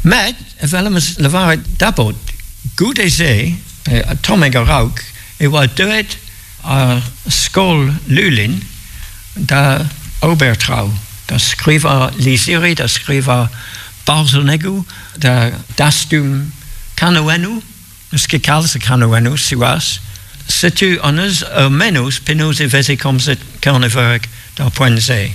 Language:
Breton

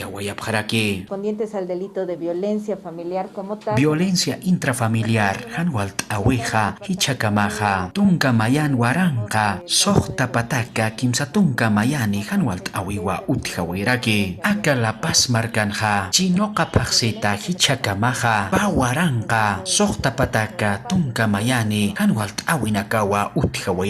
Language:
Aymara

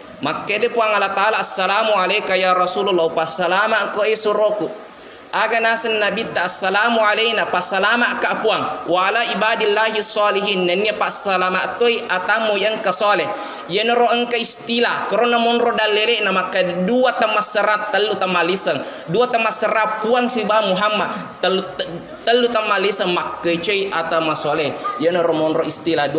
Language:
Buginese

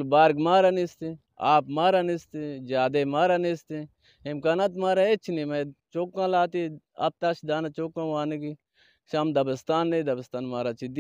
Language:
Baluchi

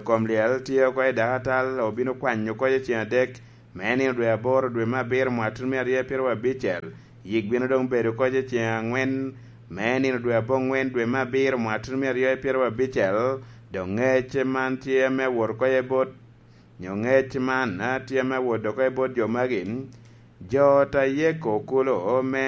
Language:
Lango (Uganda)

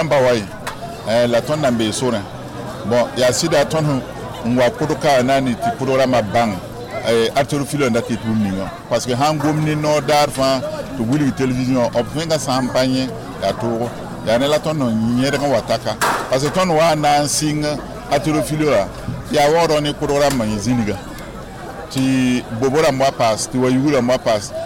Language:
Mossi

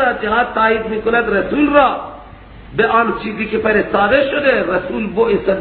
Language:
Persian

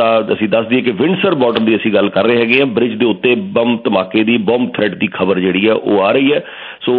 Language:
Punjabi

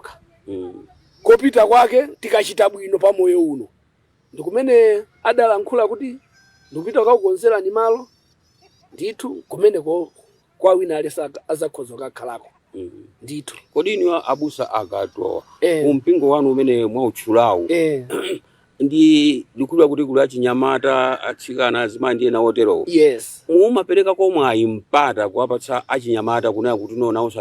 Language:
Nyanja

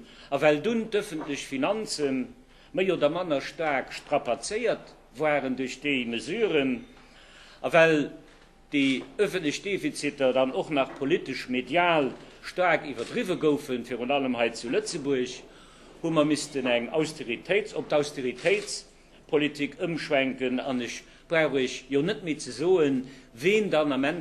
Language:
Luxembourgish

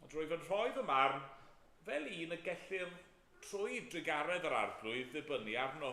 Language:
Welsh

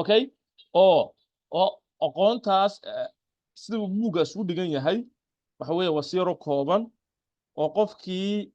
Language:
Somali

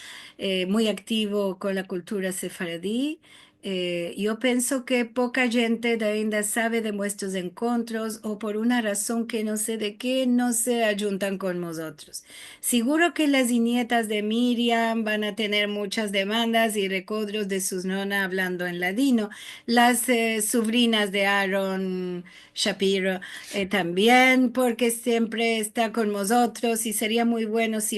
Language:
Ladino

